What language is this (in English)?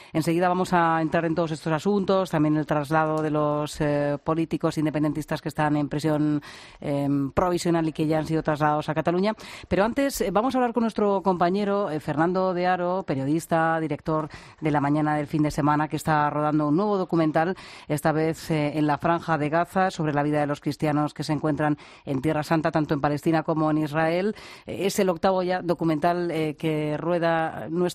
Spanish